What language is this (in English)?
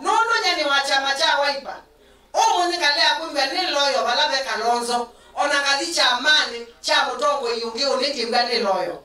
Kamba